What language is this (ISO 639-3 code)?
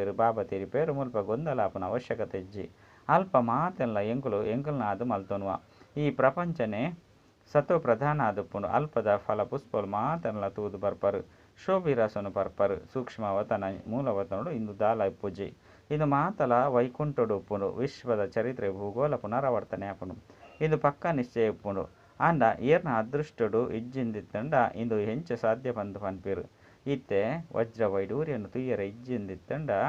tcy